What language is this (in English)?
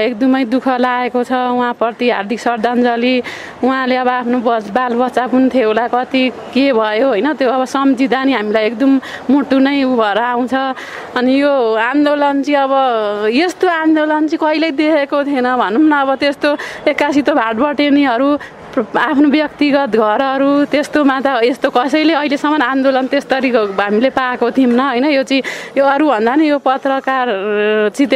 Nepali